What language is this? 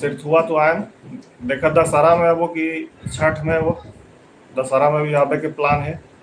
Magahi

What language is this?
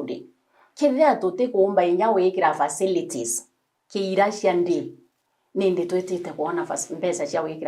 Meru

